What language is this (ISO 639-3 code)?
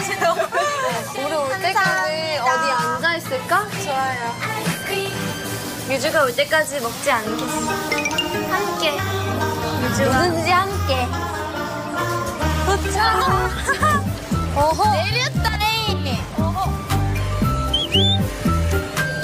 kor